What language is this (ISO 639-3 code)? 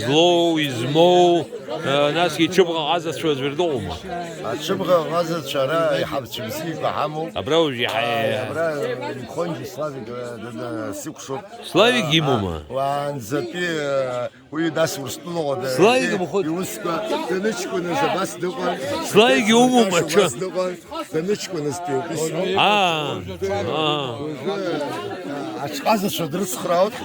abk